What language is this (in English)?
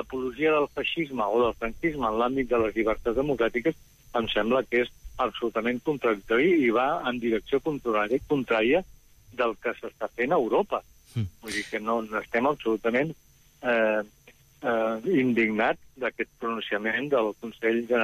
Catalan